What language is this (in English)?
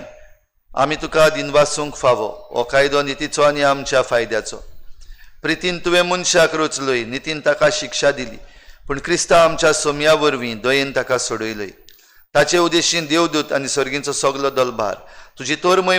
Konkani